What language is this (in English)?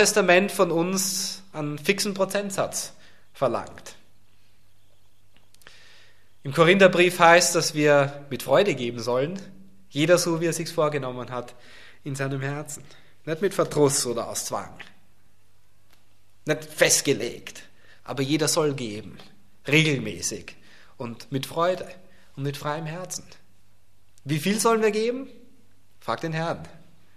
German